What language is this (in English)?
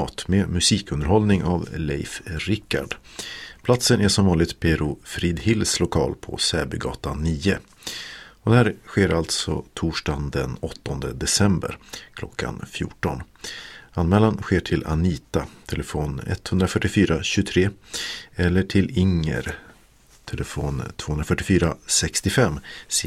Swedish